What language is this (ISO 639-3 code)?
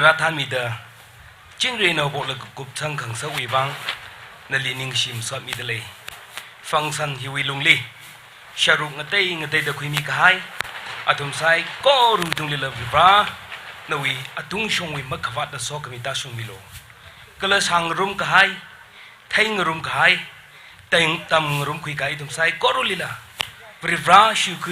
nmf